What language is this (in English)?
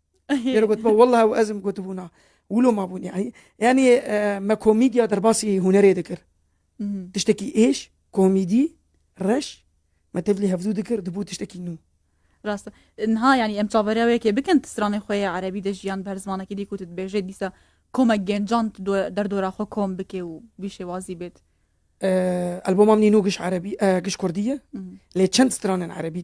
Kurdish